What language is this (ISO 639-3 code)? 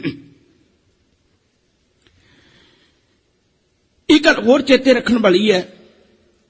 pan